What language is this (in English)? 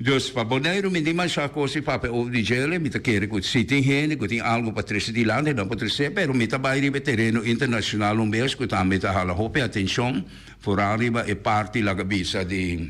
Papiamento